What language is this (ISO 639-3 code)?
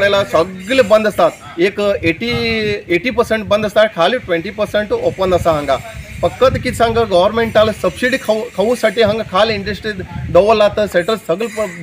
kok